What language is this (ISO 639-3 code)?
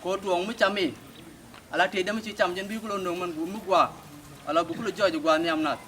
nus